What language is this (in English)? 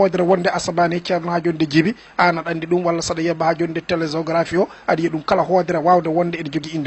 Fula